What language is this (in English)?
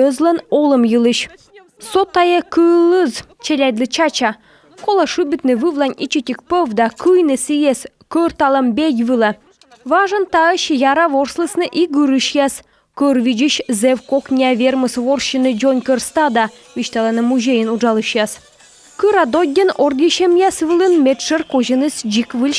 Komi